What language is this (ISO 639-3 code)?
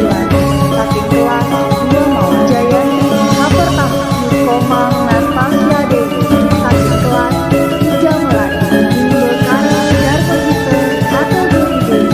ban